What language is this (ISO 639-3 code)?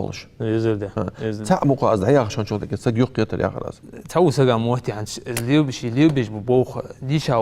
inh